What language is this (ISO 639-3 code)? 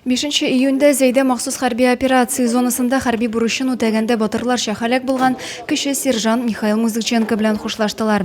tat